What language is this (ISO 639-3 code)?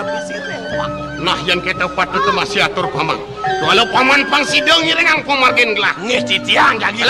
ban